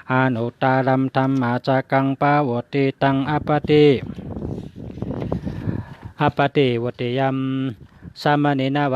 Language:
Shan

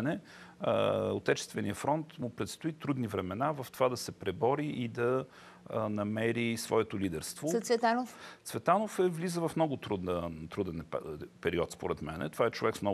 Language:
Bulgarian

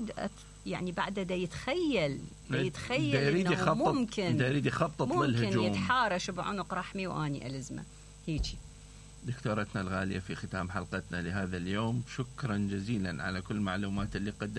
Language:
Mesopotamian Arabic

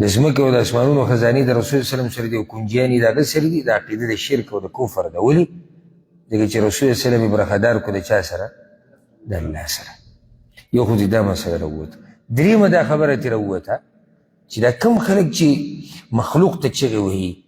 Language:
Pashto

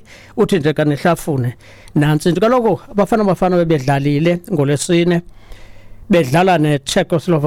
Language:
Xhosa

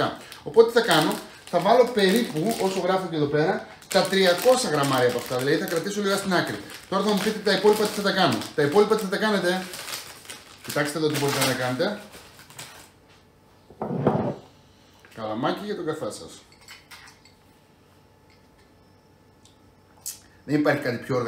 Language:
Greek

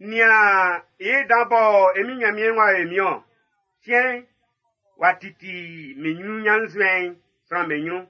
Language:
Baoulé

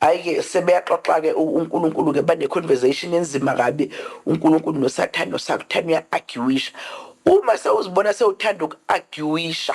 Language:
Zulu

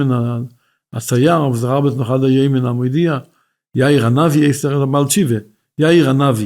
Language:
Yiddish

